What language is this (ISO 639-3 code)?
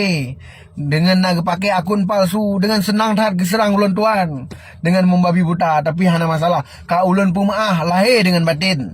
ace